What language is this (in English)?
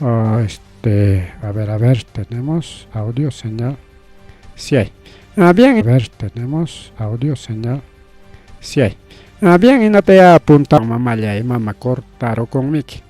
Ayacucho Quechua